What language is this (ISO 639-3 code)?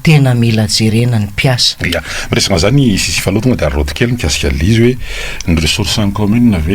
mlg